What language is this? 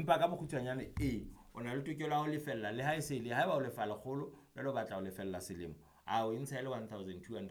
Southern Sotho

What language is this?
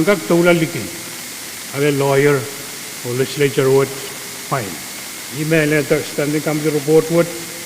Pohnpeian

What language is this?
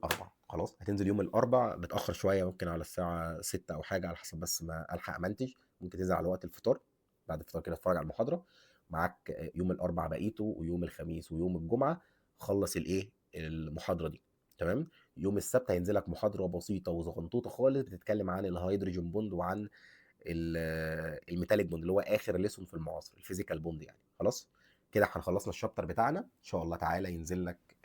Egyptian Arabic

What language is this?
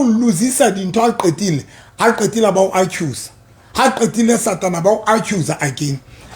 Southern Sotho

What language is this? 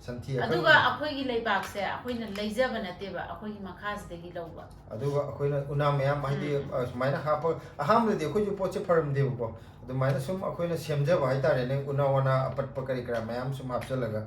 Manipuri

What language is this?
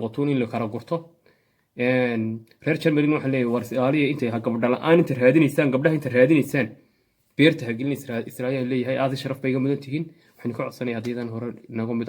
Somali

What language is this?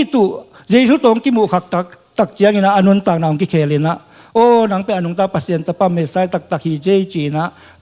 Tedim Chin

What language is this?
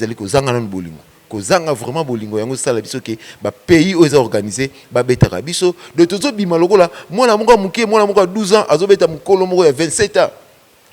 Lingala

